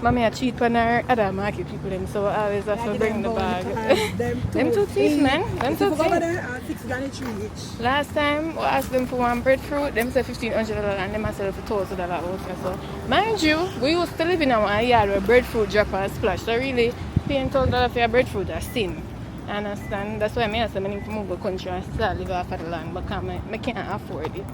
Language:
Jamaican Creole English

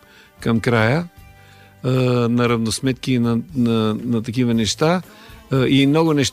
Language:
Bulgarian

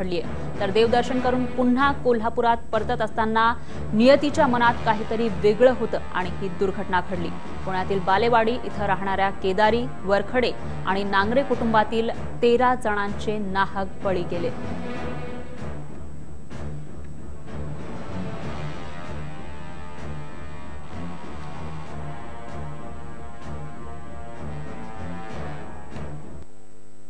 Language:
Marathi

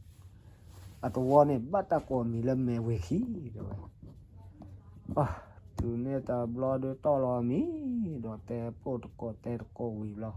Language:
S'gaw Karen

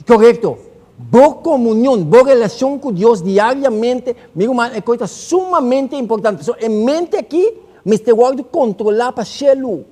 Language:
Papiamento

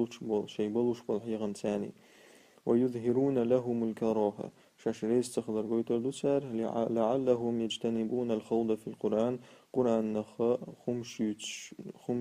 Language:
Chechen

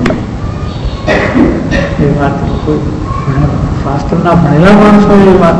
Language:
Gujarati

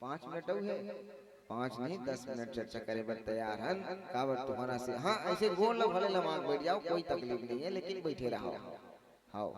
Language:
Chhattisgarhi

